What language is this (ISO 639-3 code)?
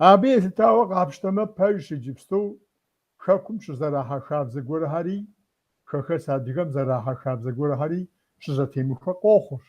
kbd